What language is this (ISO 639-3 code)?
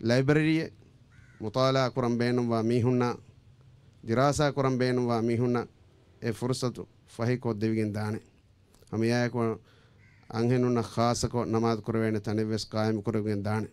div